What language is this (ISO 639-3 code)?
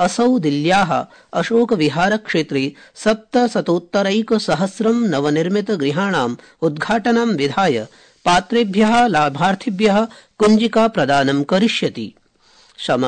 san